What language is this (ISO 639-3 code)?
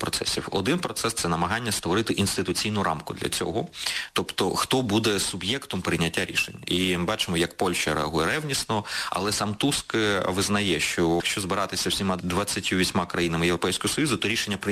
ukr